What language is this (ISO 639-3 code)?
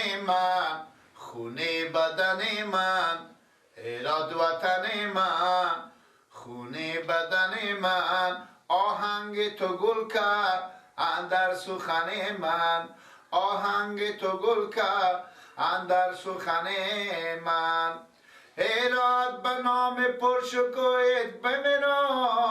fas